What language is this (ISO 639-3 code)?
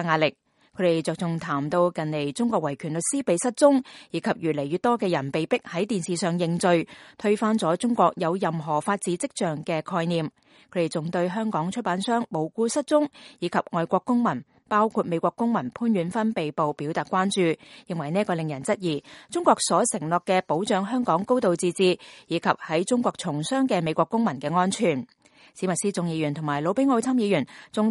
yue